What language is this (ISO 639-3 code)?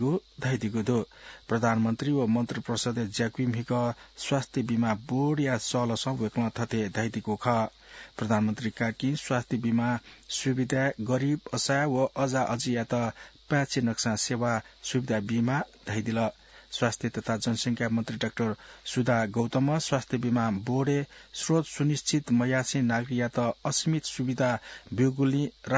new